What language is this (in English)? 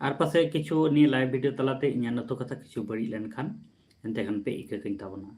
Santali